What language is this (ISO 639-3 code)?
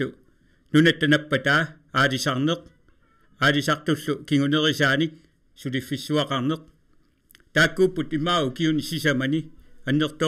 kal